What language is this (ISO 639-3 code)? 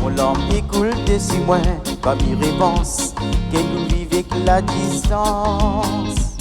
rcf